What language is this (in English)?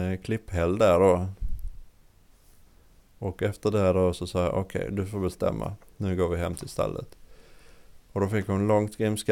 Swedish